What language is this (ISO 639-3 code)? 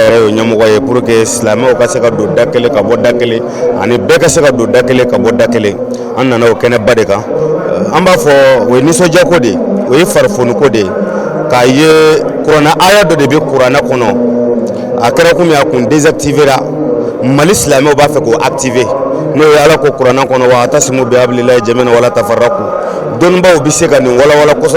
bam